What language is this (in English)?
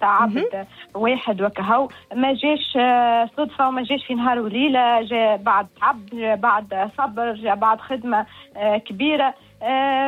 Tunisian Arabic